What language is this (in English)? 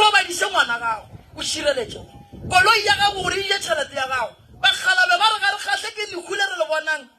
Northern Sotho